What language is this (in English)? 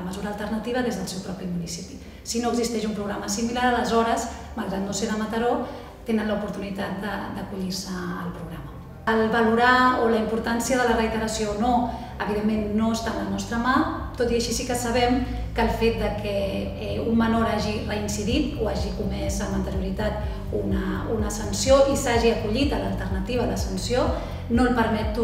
Catalan